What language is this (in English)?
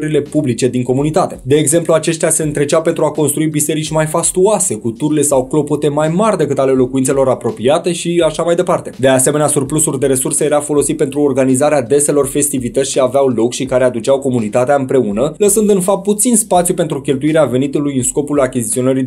Romanian